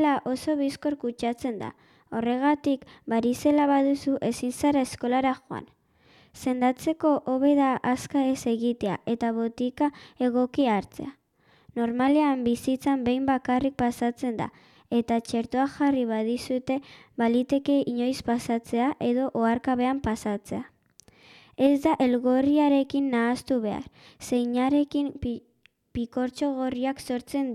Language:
Basque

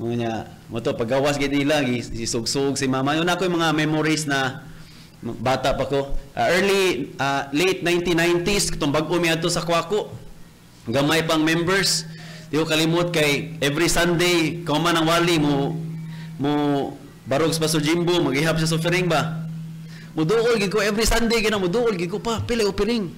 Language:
Cebuano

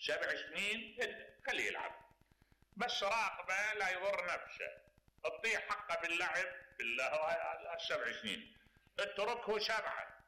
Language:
Mesopotamian Arabic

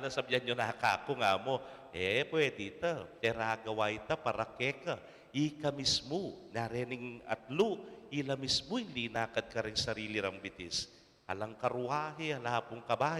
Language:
Pampanga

